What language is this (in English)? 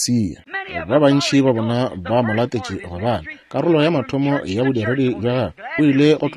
Northern Sotho